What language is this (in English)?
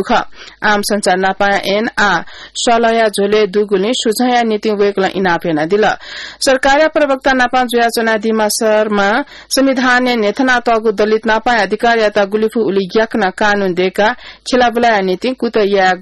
Newari